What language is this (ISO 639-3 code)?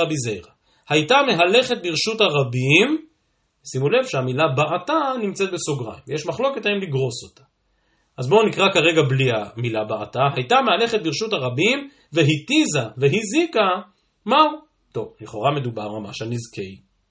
heb